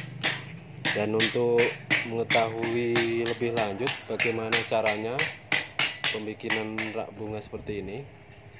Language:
Indonesian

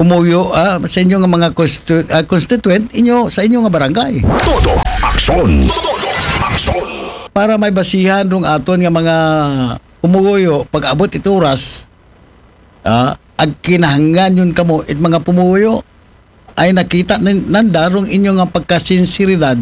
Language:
Aklanon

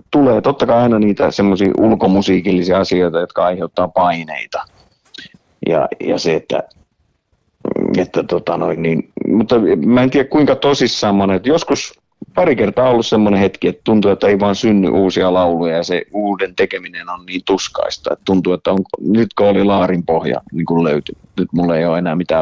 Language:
Finnish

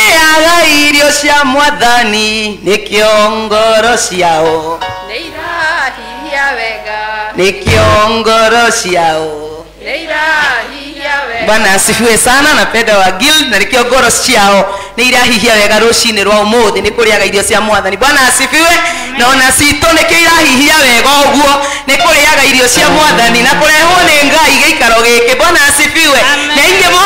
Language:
Kikuyu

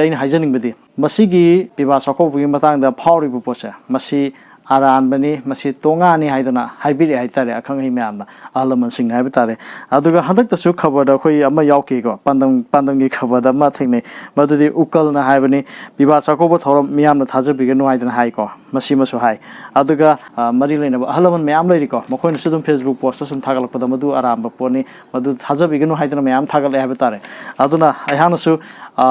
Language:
Manipuri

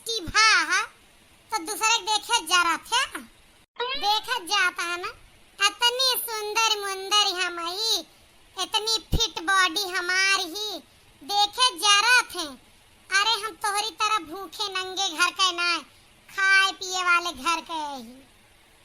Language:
Awadhi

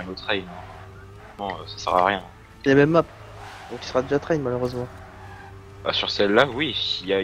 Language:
French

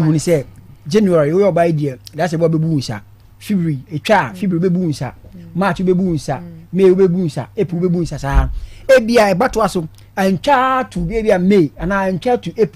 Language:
Akan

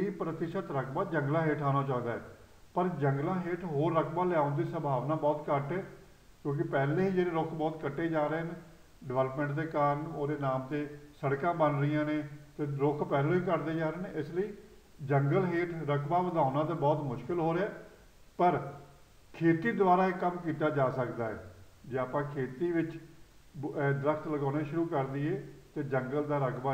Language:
Punjabi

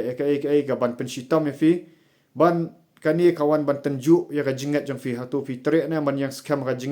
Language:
Khasi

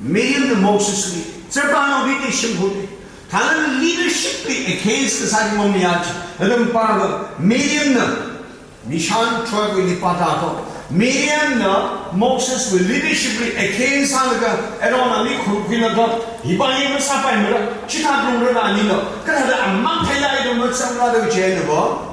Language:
Tangkhul Naga (India)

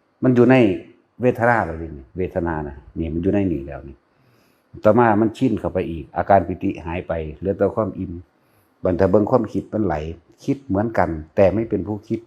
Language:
Northeastern Thai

